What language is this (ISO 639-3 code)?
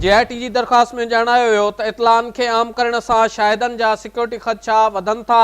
snd